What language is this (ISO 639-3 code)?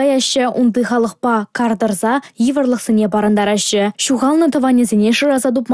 chv